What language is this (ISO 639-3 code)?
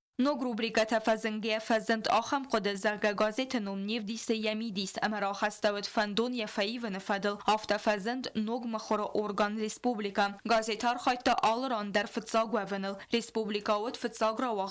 oss